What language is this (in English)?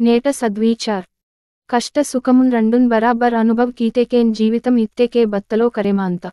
Gondi